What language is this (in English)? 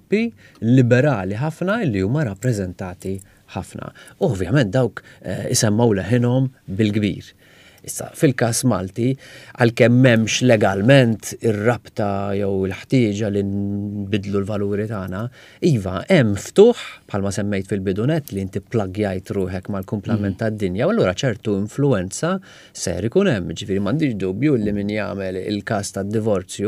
Maltese